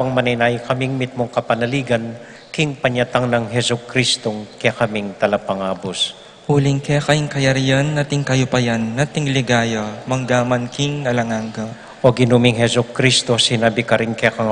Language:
Pampanga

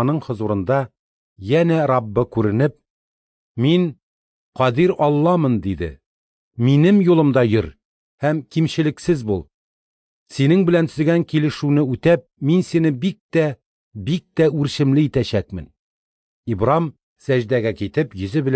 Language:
Tatar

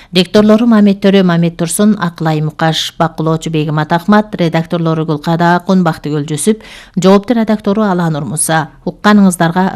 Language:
Kyrgyz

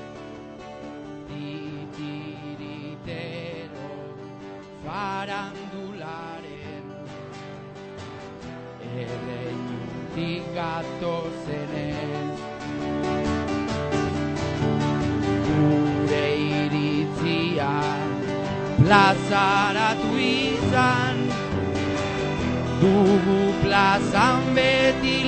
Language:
Basque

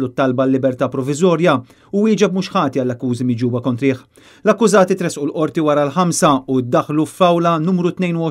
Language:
Maltese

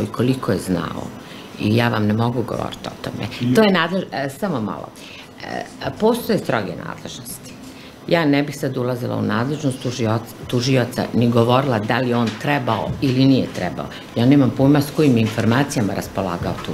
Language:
Bosnian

